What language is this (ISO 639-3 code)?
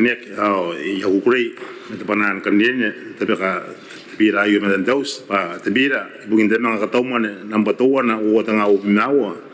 gil